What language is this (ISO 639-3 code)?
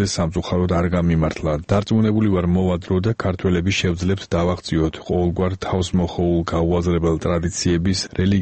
kat